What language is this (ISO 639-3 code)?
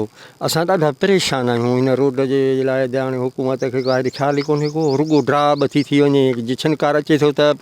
snd